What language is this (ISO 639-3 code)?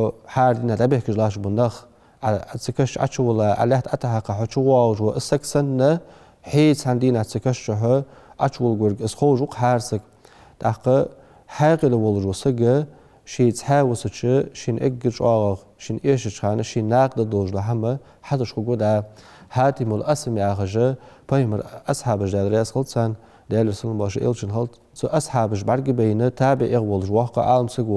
inh